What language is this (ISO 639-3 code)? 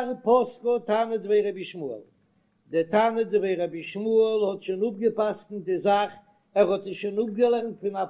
yid